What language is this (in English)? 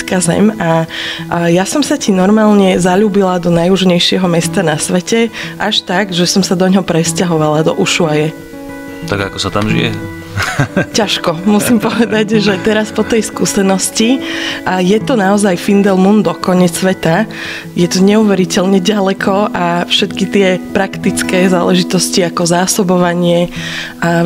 Slovak